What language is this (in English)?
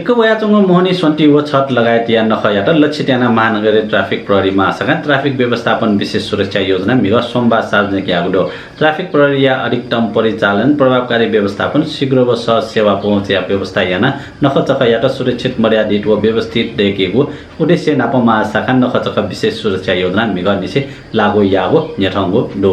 Newari